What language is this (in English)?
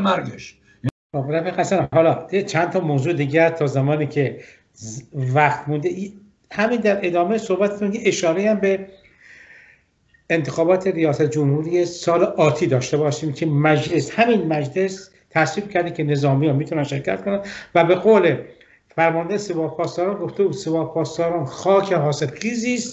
Persian